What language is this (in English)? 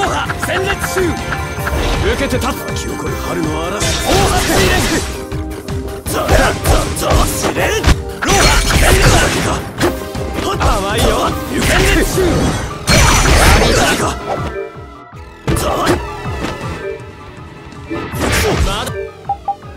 Japanese